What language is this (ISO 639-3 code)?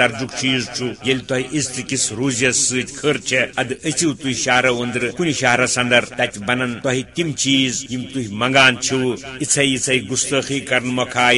kas